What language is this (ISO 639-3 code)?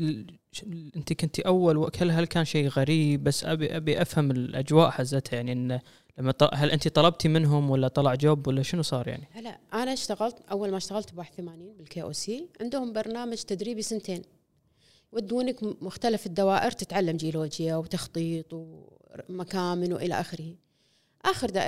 afb